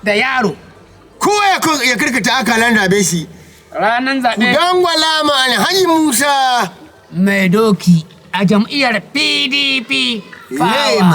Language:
Hausa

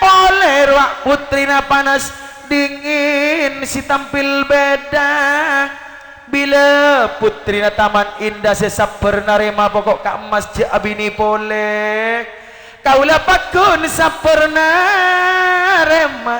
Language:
Madurese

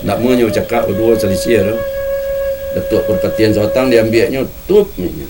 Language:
Minangkabau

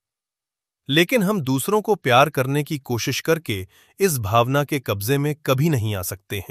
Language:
Hindi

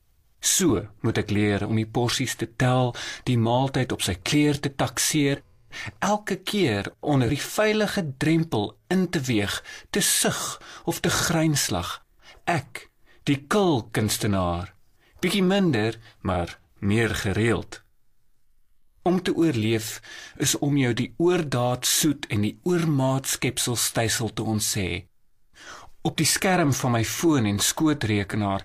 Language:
Afrikaans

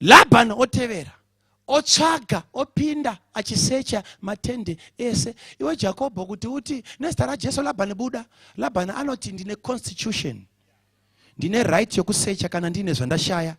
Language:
Shona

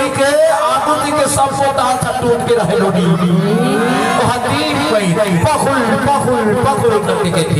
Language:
Chhattisgarhi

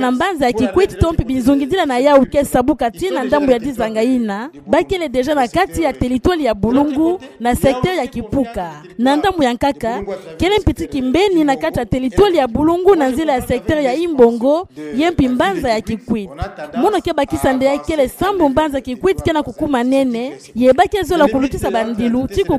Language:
Kituba (Democratic Republic of Congo)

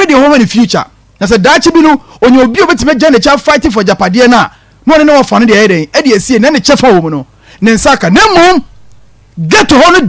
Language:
Akan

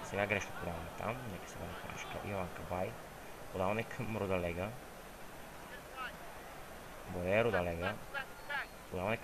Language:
Bulgarian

